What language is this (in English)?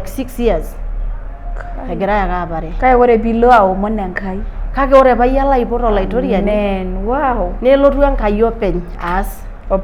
Masai